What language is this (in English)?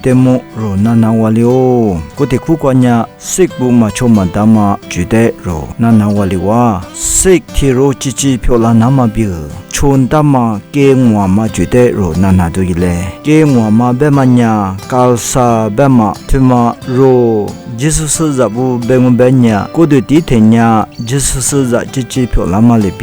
Lisu